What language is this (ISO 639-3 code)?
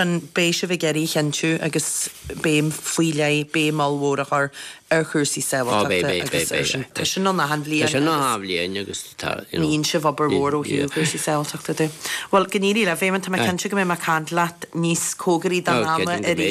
gle